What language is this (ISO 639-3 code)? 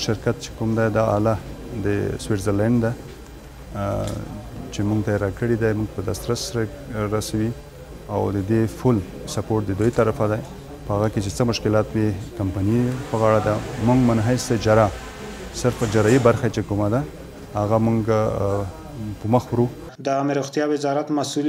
pus